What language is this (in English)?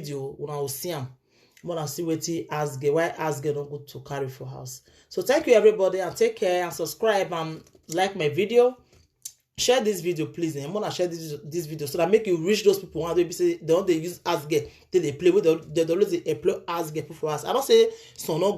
Nigerian Pidgin